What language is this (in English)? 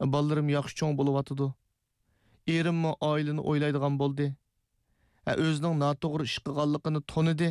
Uyghur